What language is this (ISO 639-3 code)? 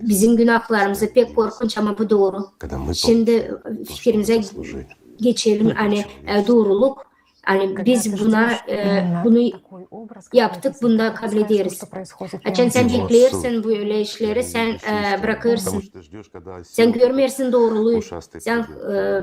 gag